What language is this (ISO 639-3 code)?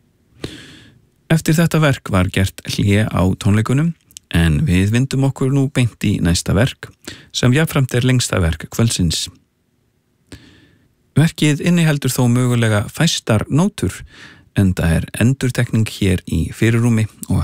isl